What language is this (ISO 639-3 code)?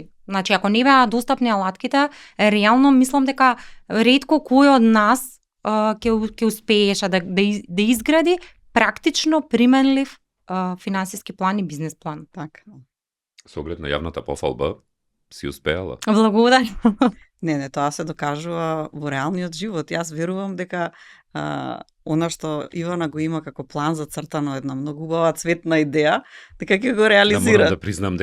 mkd